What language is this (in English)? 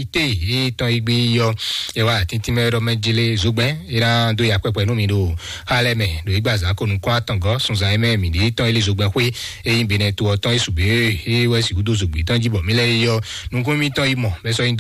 Fon